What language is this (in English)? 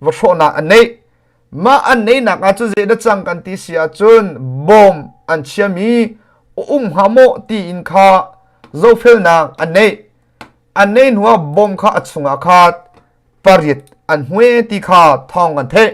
Hakha Chin